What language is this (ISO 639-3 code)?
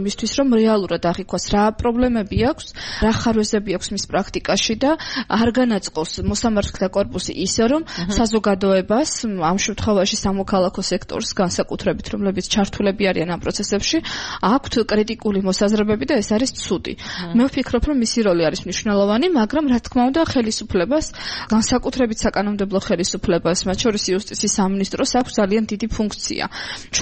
kat